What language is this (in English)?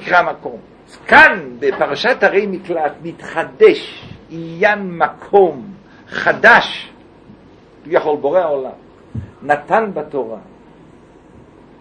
Hebrew